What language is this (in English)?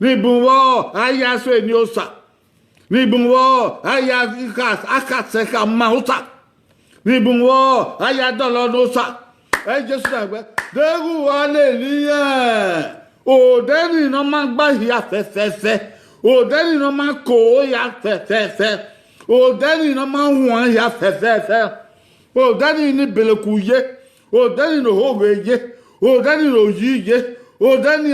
Bini